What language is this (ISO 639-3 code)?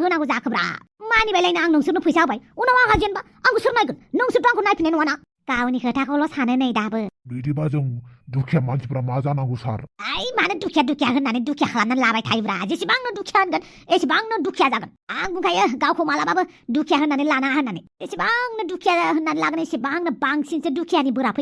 brx